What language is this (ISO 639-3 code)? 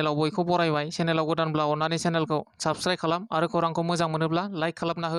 brx